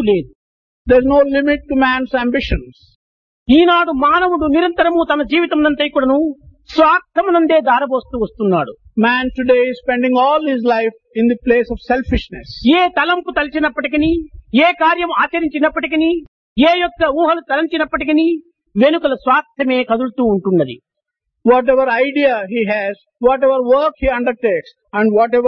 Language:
Telugu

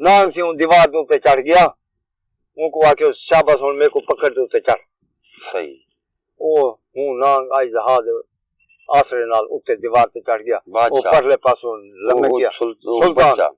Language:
Saraiki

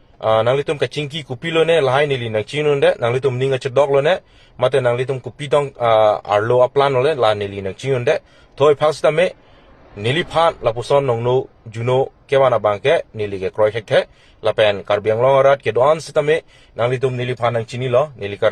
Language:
Karbi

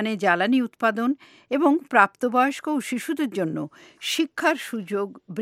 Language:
Bangla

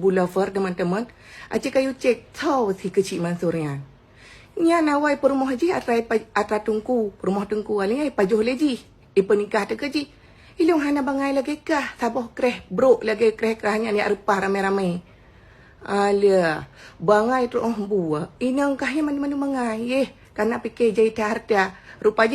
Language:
Achinese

